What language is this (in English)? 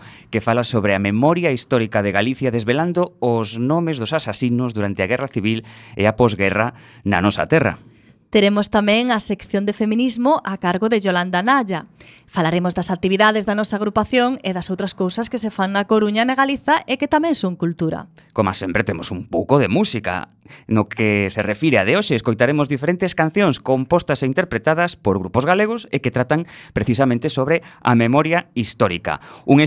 Galician